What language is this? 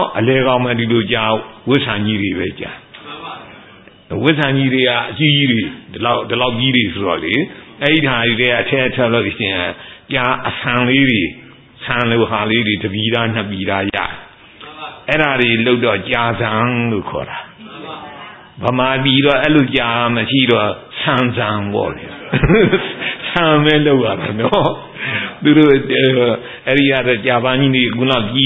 Burmese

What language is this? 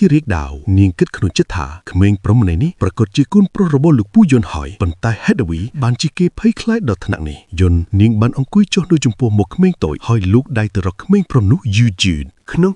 Khmer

